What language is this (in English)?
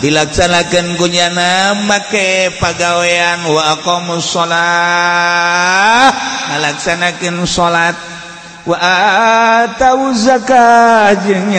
Sundanese